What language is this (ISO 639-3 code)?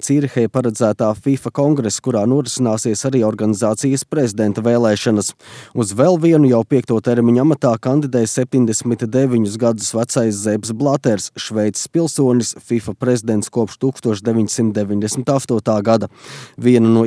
lav